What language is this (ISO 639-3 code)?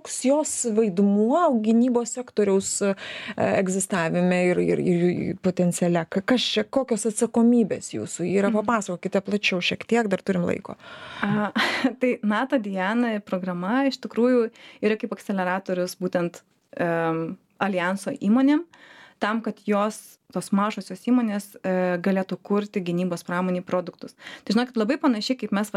lit